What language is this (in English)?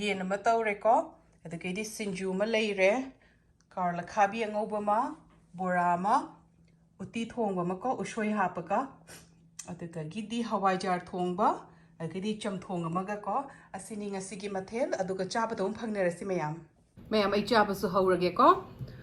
Manipuri